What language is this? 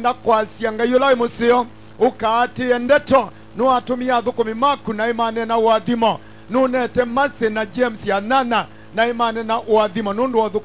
Kamba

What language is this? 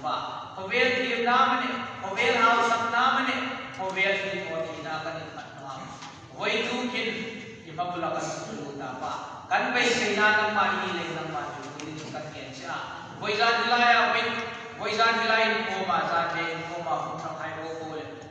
Hmar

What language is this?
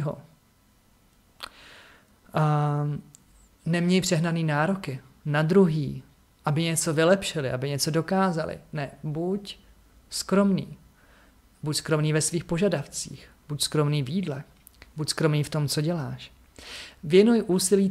Czech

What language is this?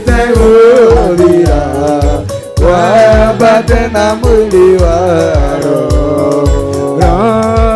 Kikuyu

